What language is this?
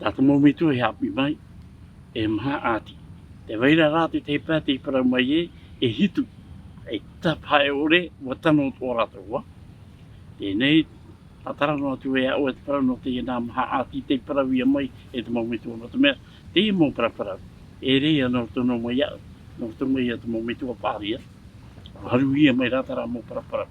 Tahitian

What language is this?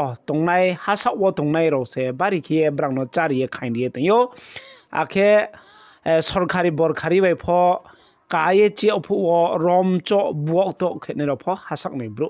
Riang (India)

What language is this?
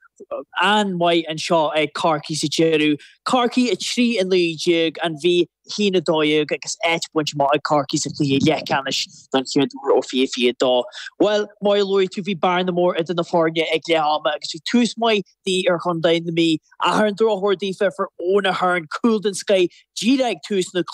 Irish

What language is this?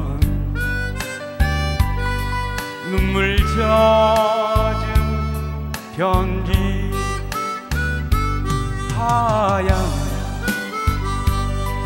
Korean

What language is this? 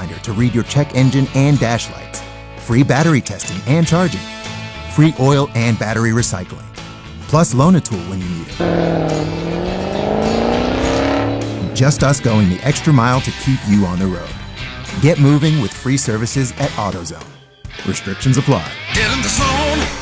English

